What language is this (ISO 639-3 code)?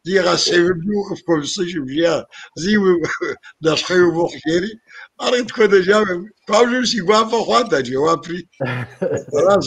kbd